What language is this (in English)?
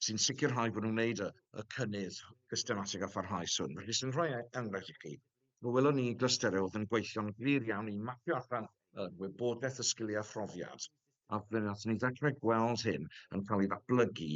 Welsh